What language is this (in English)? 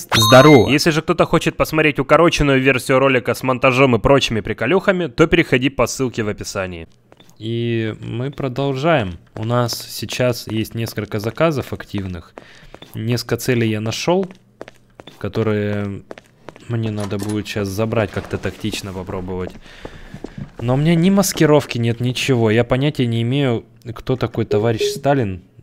Russian